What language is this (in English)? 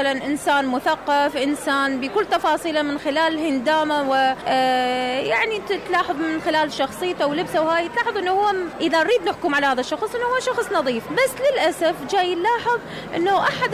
Mesopotamian Arabic